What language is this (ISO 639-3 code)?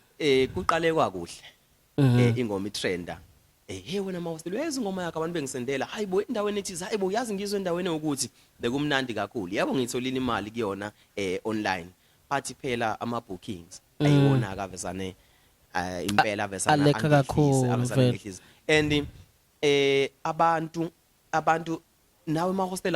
zul